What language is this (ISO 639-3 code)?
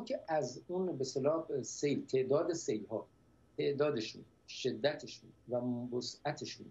fas